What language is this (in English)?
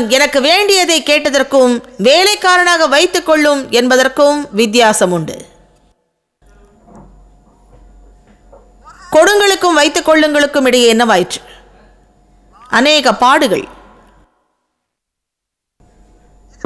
Tamil